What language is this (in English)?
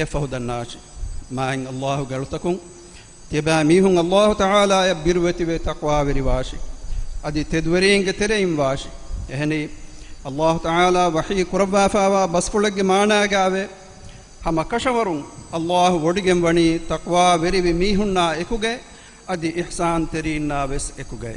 Divehi